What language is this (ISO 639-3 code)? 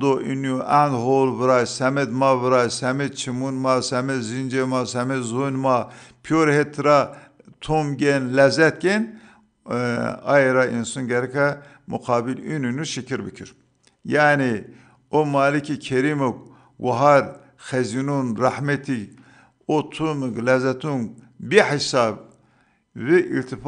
zza